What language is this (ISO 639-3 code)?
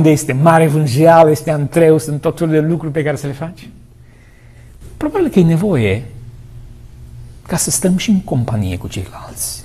ron